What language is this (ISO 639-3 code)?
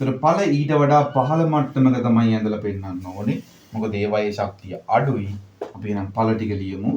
sin